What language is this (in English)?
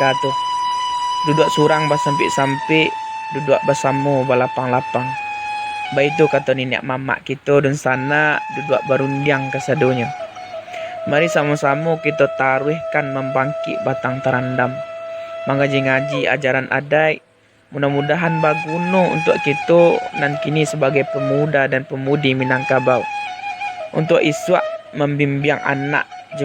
Minangkabau